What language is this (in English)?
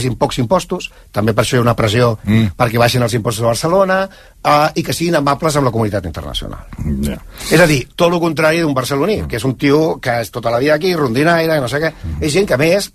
Catalan